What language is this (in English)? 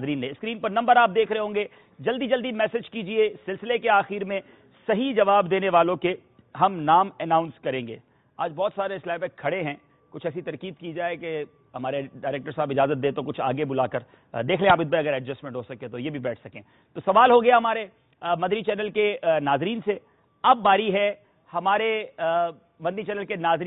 Urdu